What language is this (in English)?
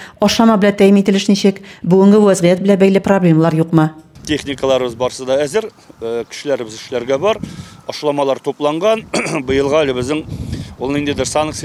Tatar